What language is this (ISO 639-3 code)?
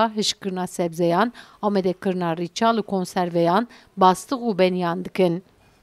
kur